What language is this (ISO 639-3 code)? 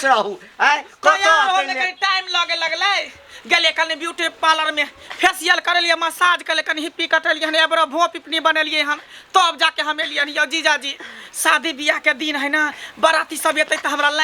mai